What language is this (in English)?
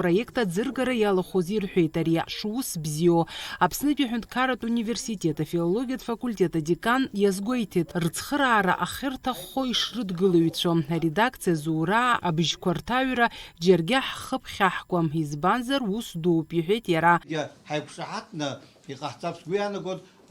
Abkhazian